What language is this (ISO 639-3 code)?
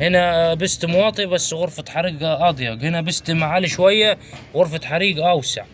arz